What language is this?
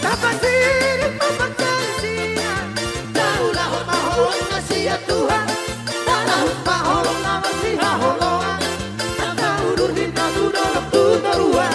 Batak Toba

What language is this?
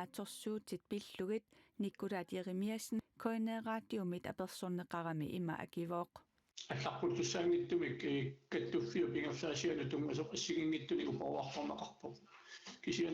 Kalaallisut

